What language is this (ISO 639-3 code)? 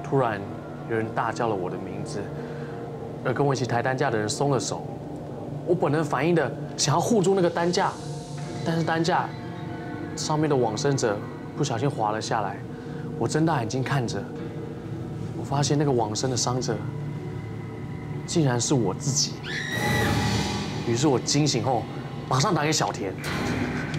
zho